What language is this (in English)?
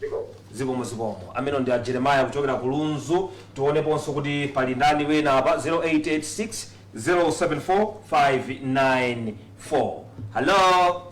Nyanja